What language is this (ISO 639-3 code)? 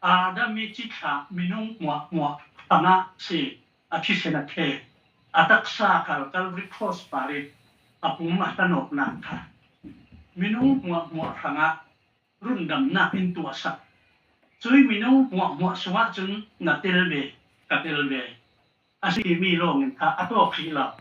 cfm